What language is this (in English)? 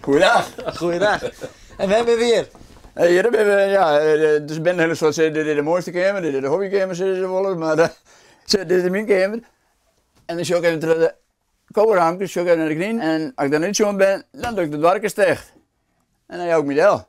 Western Frisian